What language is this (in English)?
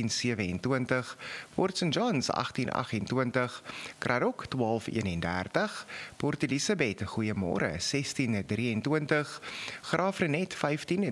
Afrikaans